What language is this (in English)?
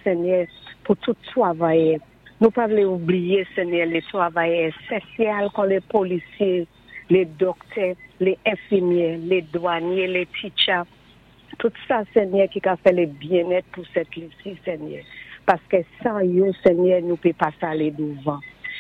Saint Lucian Creole French